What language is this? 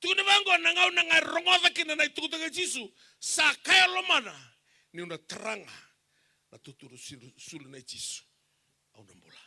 Fijian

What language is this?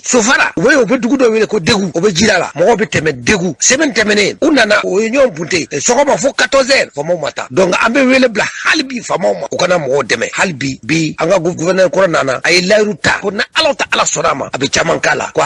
Bambara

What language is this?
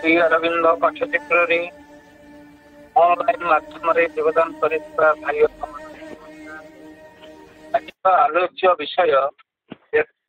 Odia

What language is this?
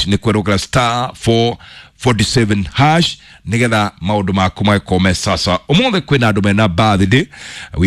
Kikuyu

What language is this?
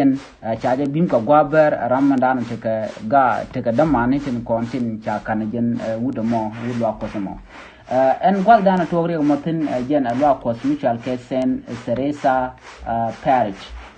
Nuer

